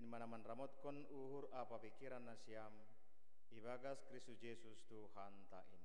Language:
Batak Simalungun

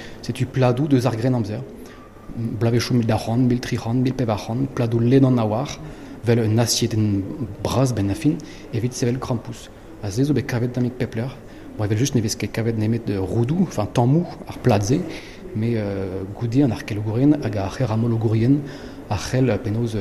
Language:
Breton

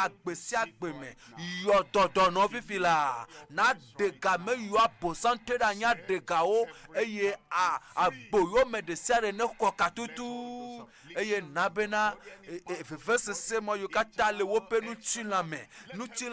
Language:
Ewe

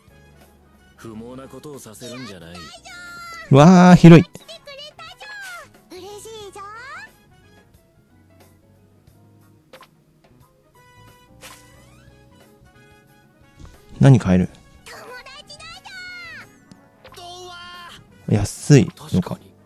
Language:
Japanese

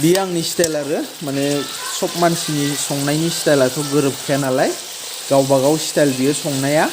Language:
Bodo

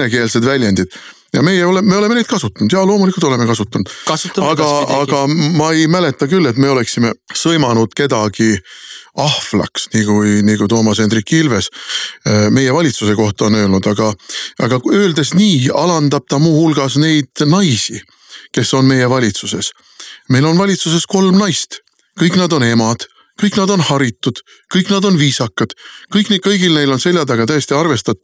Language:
Estonian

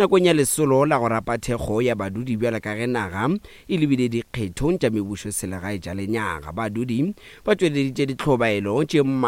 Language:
Northern Sotho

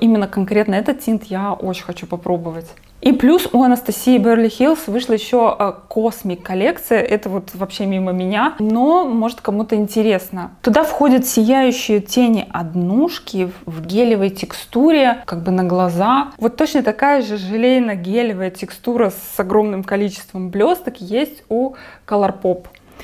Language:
Russian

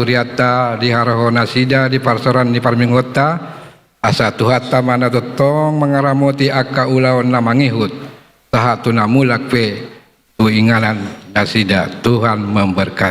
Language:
Batak Toba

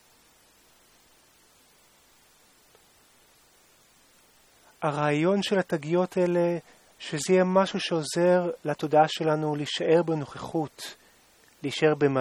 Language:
Hebrew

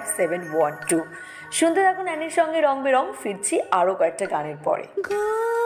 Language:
Bangla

